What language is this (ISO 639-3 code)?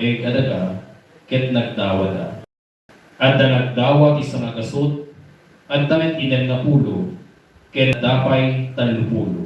ilo